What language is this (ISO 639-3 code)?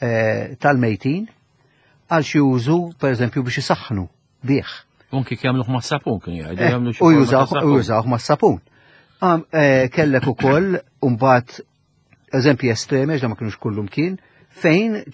mlt